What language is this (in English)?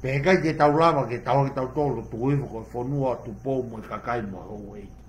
Tongan